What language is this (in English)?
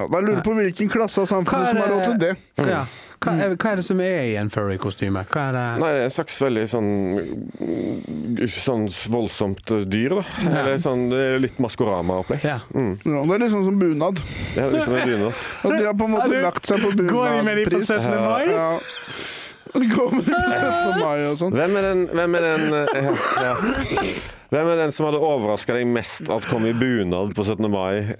Norwegian